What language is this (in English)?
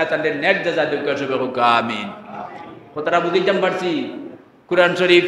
Sylheti